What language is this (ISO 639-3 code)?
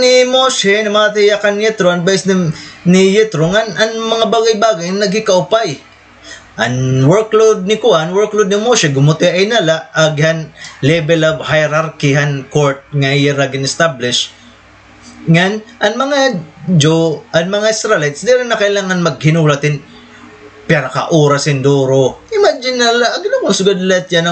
war